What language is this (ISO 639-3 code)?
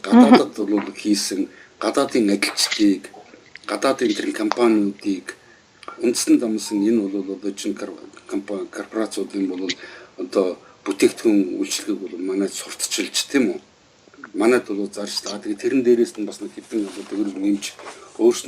mon